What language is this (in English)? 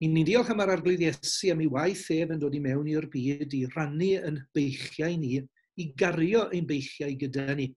Welsh